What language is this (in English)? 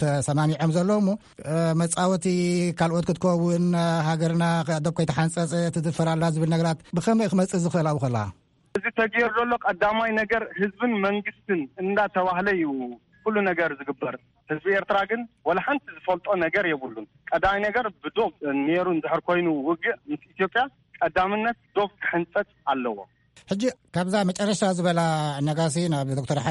Tigrinya